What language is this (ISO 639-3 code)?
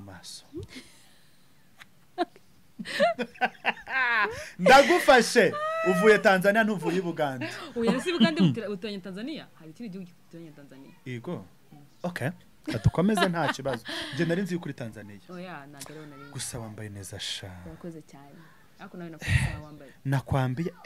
kin